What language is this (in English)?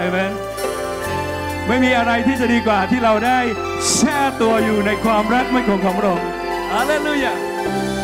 Thai